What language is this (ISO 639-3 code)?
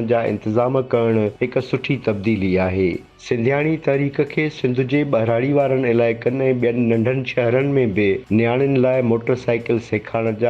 snd